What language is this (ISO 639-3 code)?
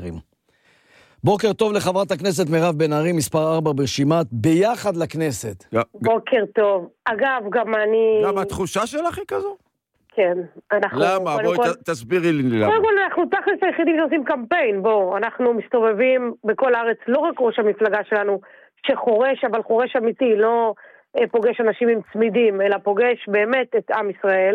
heb